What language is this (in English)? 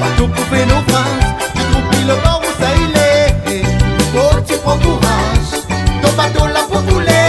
Réunion Creole French